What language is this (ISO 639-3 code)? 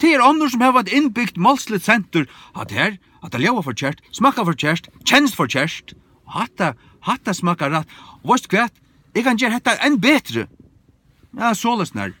fao